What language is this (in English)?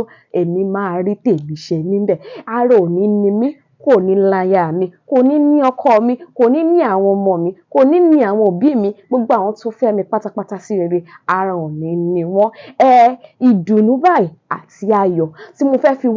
Yoruba